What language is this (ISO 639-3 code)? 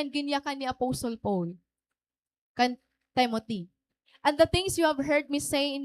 war